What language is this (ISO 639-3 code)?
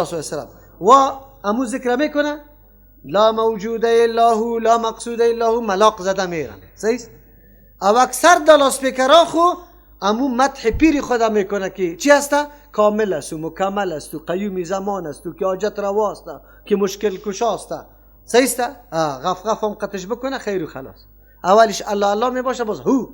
fas